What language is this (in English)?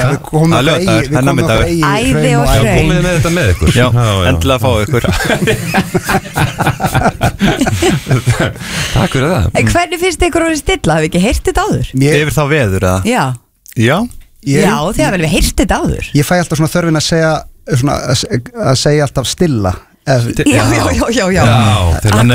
Icelandic